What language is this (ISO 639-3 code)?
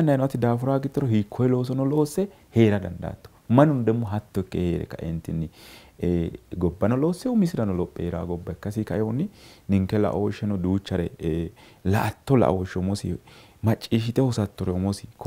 sid